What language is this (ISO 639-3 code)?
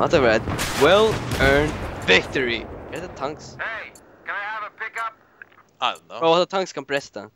fao